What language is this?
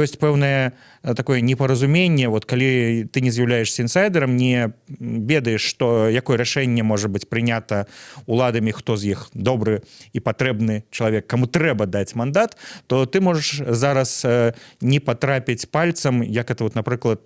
Belarusian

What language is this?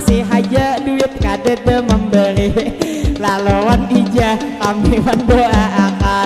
Banjar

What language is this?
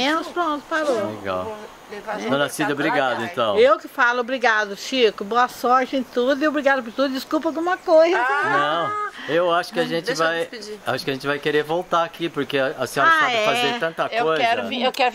Portuguese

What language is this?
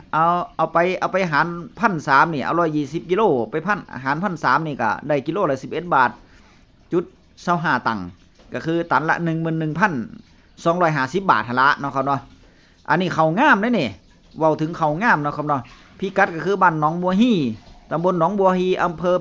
Northeastern Thai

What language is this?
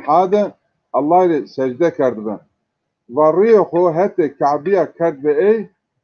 Zaza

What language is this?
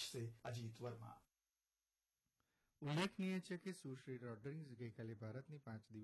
Gujarati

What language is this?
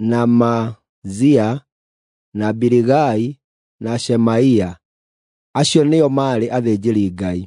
Kikuyu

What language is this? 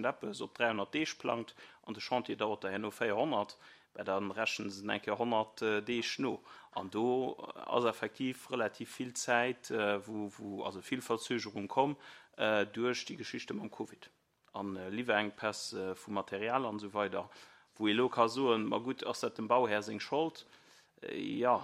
Luxembourgish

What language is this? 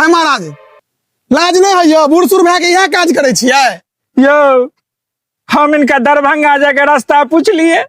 Maithili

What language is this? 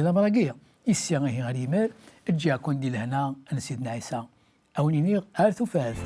Kabyle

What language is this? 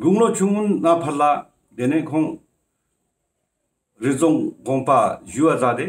Ladakhi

